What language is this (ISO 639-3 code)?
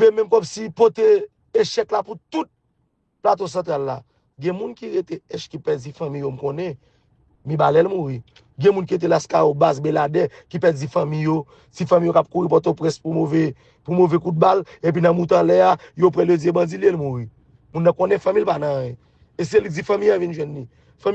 hat